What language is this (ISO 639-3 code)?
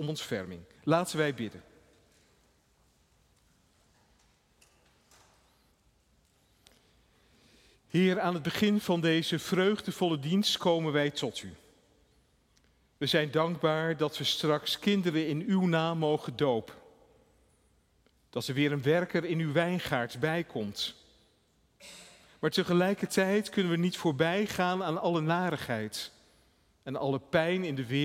nld